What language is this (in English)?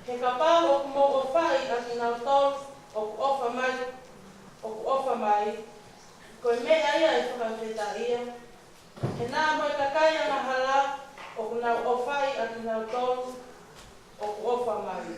Tongan